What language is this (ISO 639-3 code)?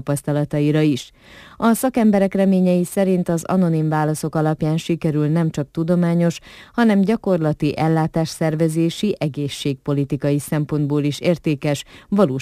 hun